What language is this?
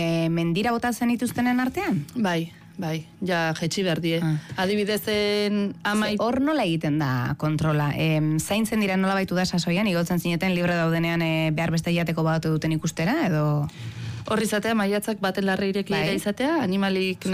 Basque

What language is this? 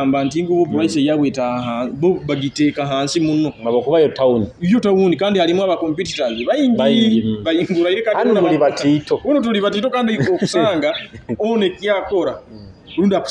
Nyoro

